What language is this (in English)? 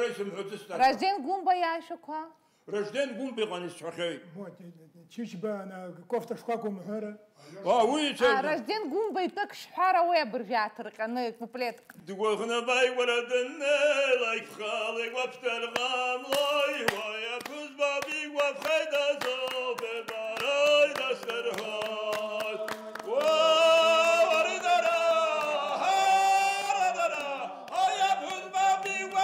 Abkhazian